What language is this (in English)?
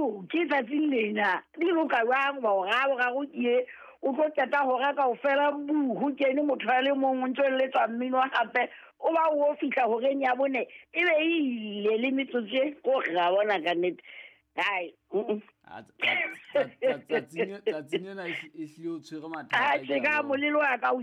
Southern Sotho